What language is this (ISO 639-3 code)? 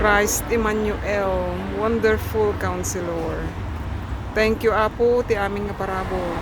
ilo